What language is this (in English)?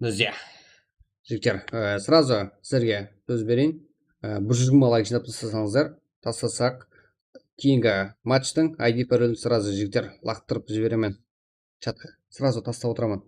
Kara-Kalpak